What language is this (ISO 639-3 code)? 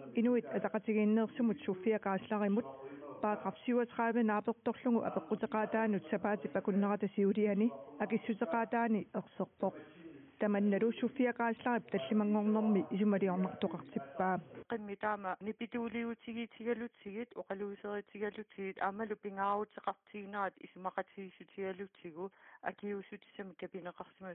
kal